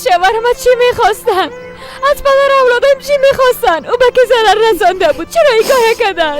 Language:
Persian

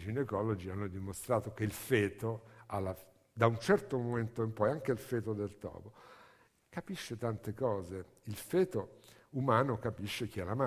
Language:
Italian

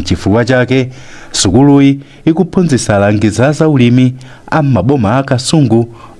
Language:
Nyanja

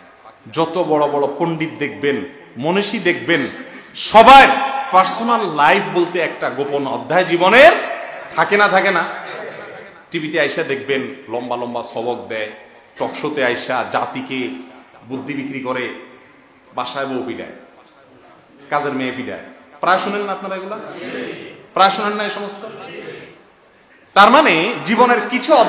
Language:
Bangla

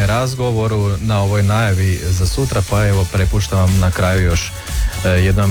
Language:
Croatian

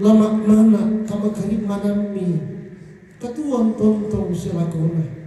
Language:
Toraja-Sa'dan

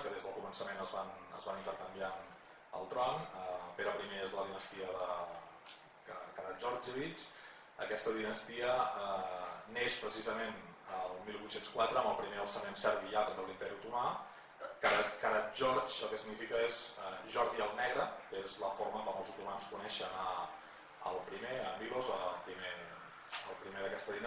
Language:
Catalan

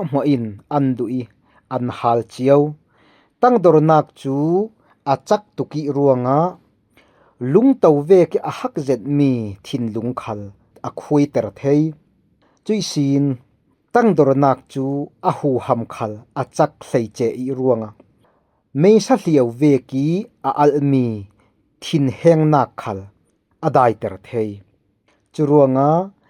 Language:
Falam Chin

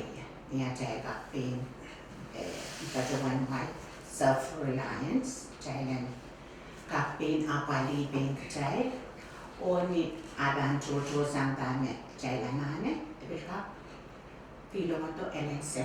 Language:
Pohnpeian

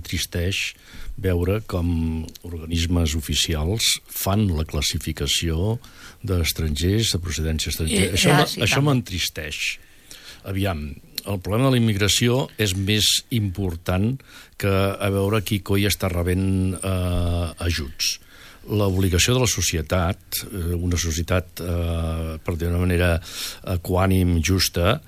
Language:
Catalan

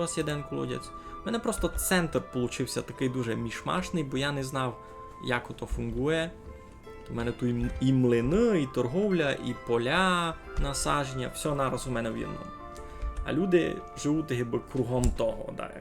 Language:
Rusyn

